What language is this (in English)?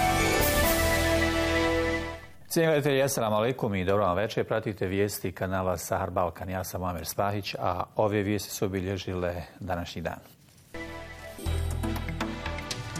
Bosnian